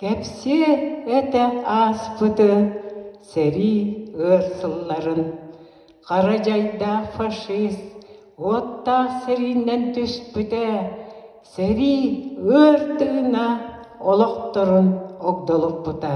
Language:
Yakut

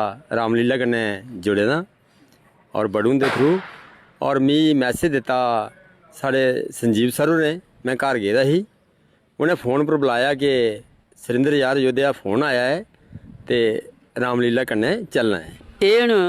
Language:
Dogri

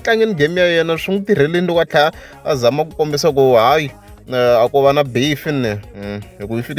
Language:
Tsonga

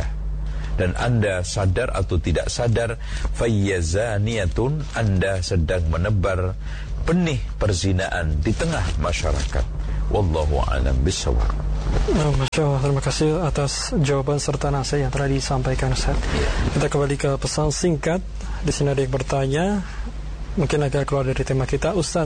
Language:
Indonesian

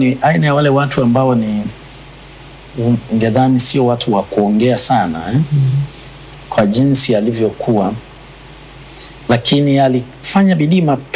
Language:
Swahili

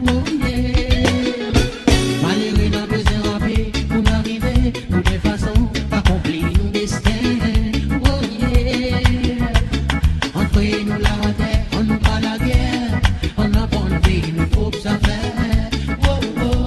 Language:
Seselwa Creole French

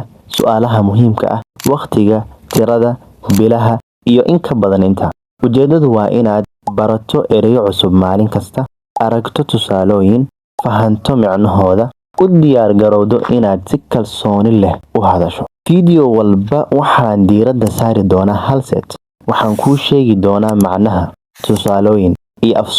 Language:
Somali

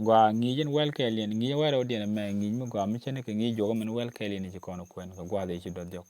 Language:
Nuer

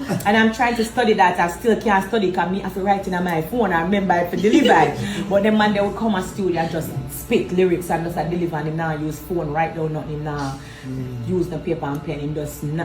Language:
Jamaican Creole English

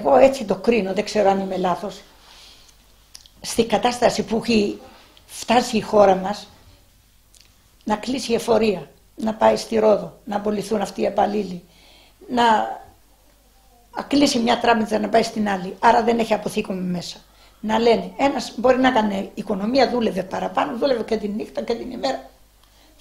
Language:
Greek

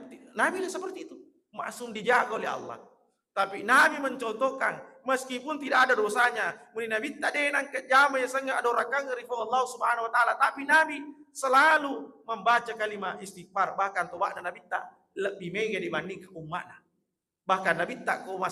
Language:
Buginese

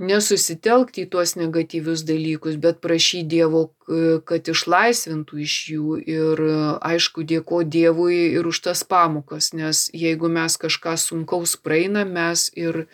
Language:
Lithuanian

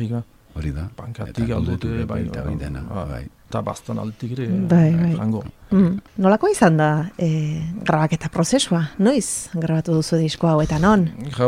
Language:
Basque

